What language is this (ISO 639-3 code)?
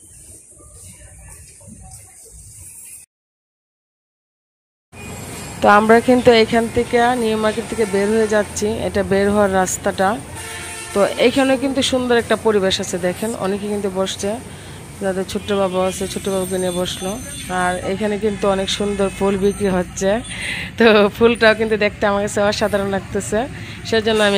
ben